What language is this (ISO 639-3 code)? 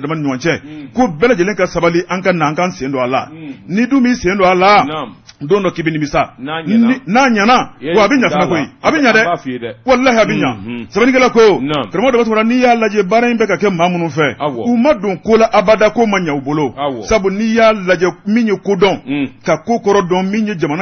bam